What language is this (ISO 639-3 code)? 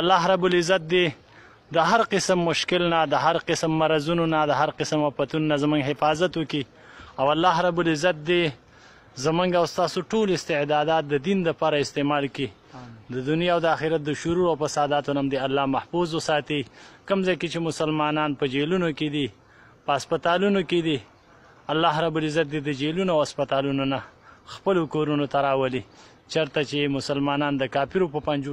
pus